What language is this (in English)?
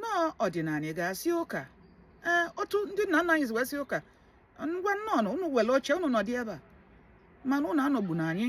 Igbo